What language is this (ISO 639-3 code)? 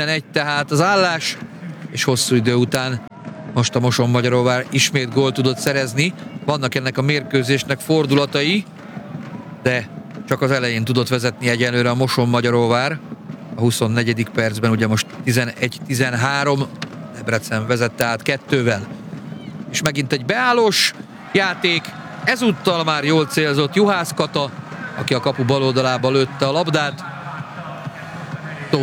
hun